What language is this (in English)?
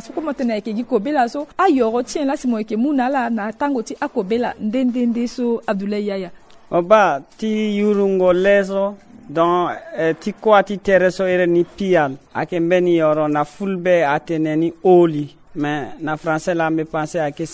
Sango